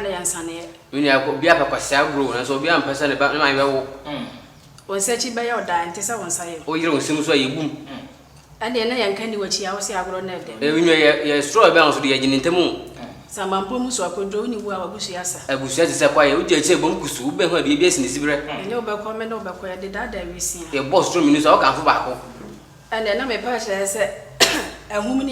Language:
Akan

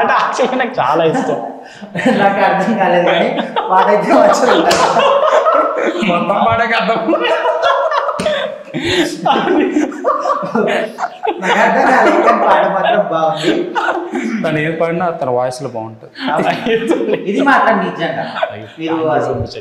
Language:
Telugu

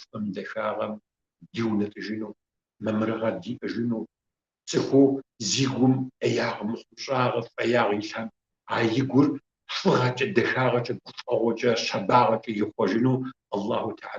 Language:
Kabardian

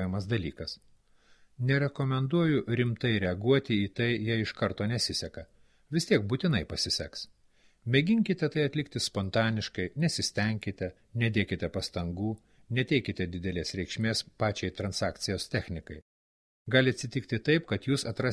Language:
Lithuanian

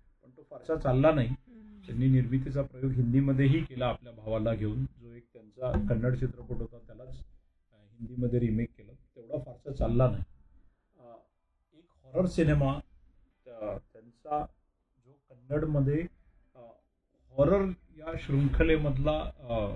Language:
Marathi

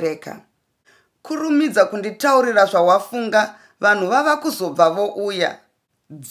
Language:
Shona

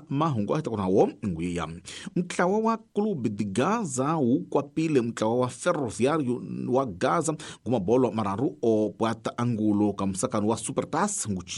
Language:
Tsonga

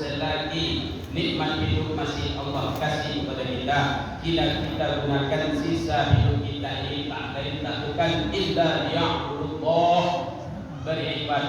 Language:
Minangkabau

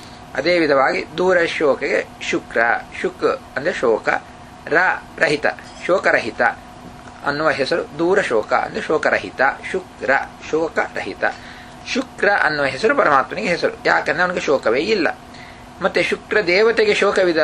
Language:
Kannada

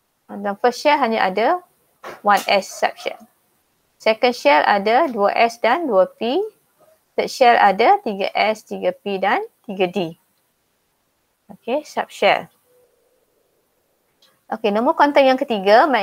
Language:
Malay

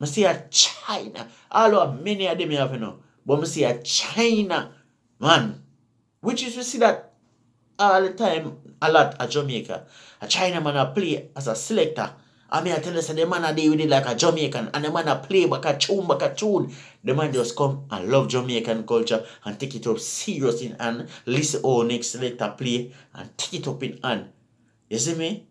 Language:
Jamaican Creole English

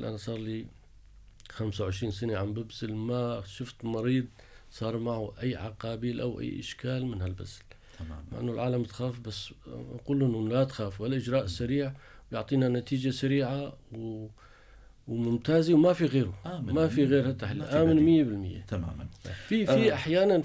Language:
North Levantine Arabic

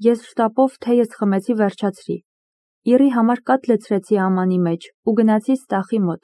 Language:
Armenian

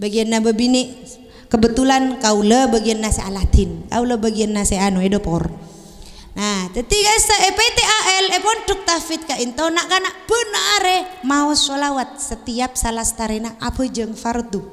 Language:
Madurese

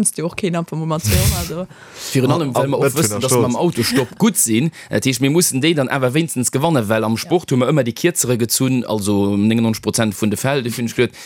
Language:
Luxembourgish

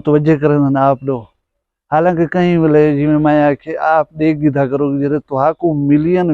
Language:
Saraiki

